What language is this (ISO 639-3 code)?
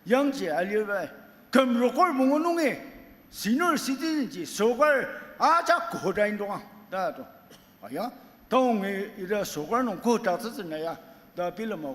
njo